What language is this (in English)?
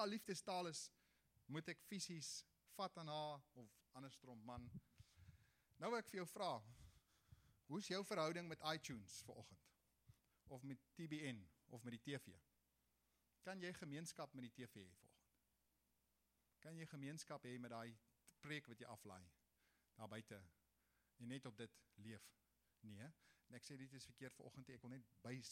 Afrikaans